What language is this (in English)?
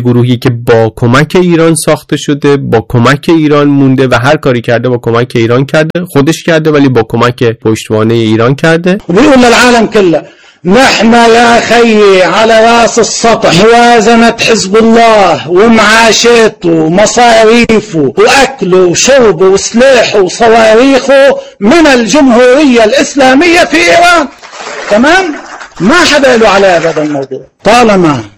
Persian